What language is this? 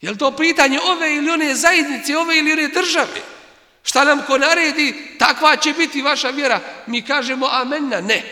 Bosnian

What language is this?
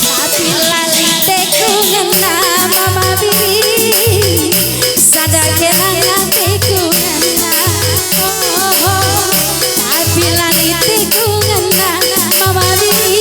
Batak Karo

